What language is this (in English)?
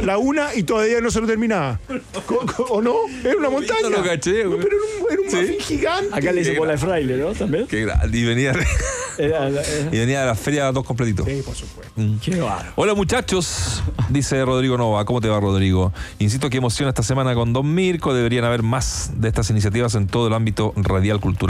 Spanish